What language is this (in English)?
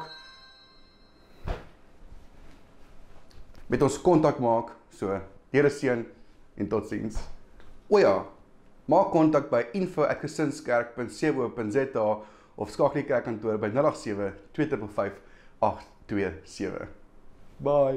Afrikaans